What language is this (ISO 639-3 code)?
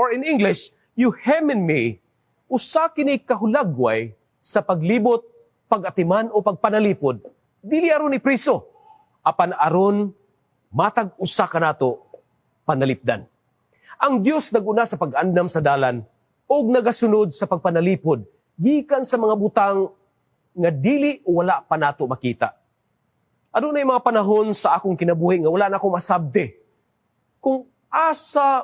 ceb